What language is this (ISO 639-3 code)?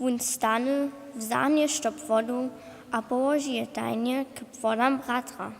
hsb